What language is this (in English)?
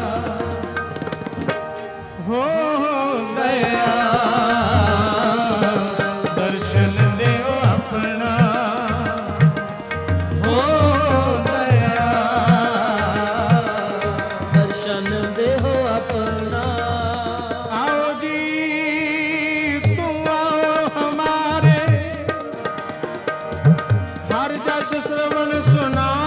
Punjabi